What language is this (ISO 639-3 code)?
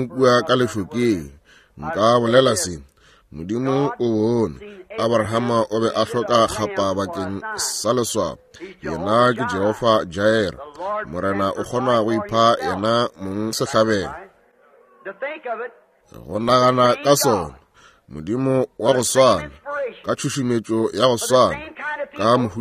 nso